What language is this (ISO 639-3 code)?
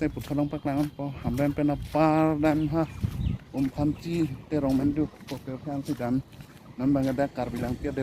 mjw